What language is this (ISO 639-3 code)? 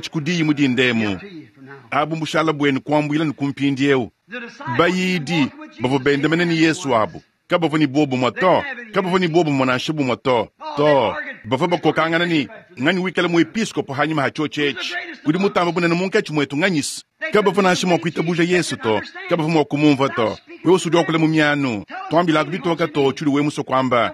lua